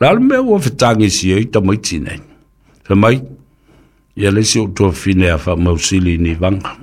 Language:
Samoan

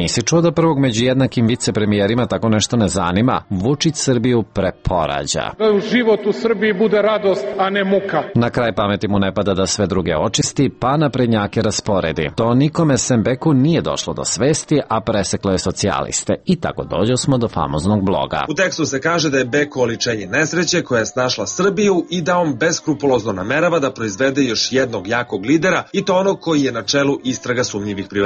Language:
Serbian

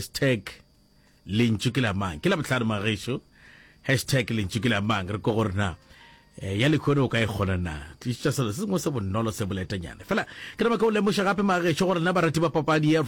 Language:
Northern Sotho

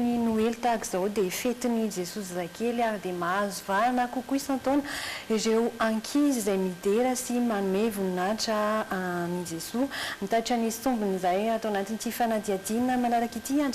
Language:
Malagasy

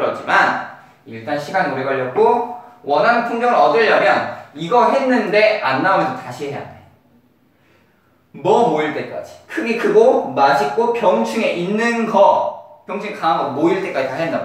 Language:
Korean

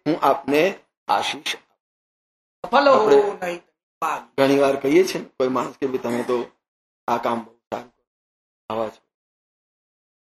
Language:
Gujarati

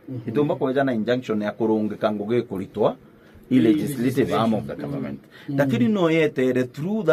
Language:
Meru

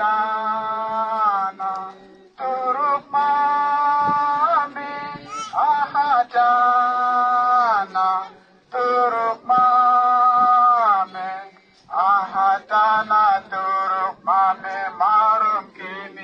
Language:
Uduk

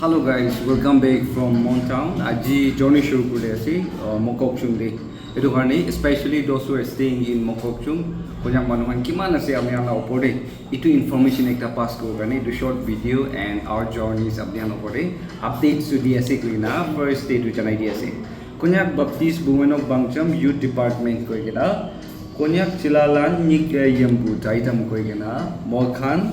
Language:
Naga Pidgin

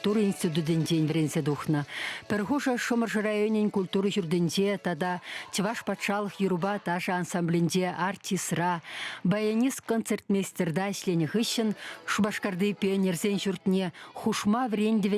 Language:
Chuvash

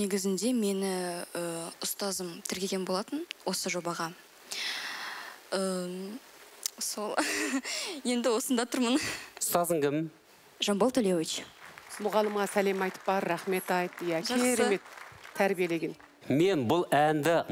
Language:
Kazakh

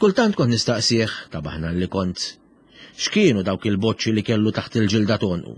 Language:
Maltese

